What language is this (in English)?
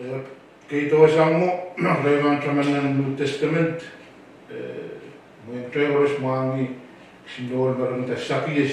Pohnpeian